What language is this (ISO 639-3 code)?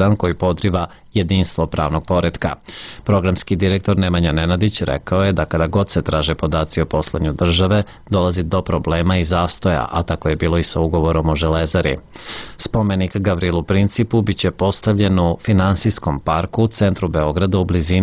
srp